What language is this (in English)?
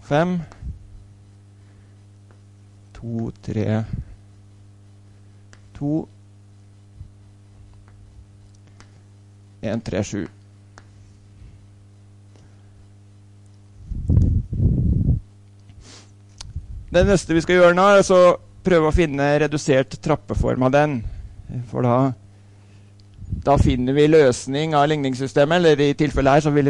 Norwegian